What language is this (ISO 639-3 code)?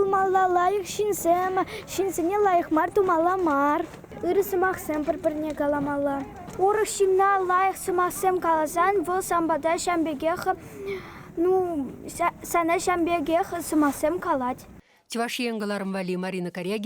chv